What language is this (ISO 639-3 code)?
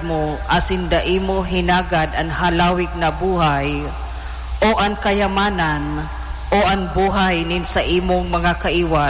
bik